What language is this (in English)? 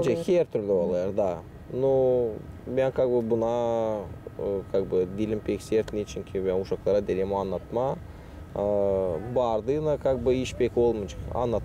Gagauz